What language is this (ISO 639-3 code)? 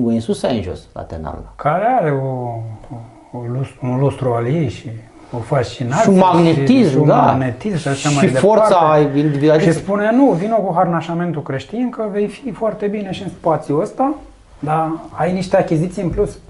ron